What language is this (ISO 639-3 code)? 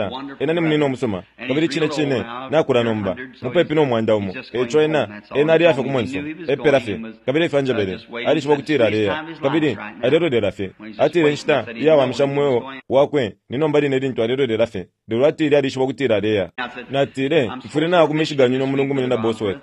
bem